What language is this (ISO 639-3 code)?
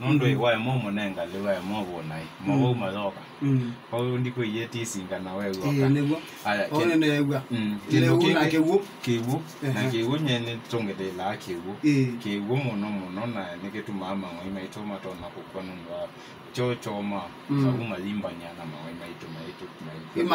kam